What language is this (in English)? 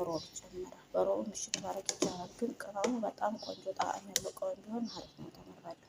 Amharic